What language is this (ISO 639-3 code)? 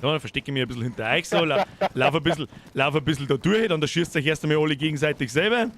bar